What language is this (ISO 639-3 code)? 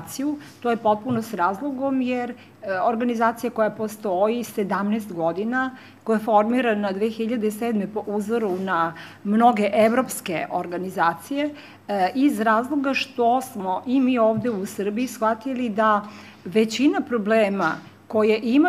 srp